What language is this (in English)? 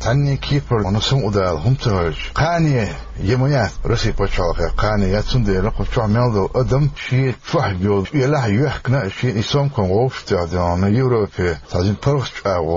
Chechen